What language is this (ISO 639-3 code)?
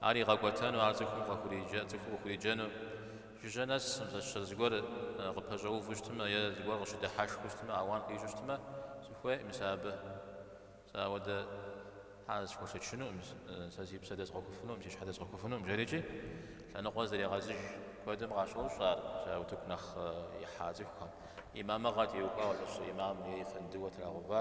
kbd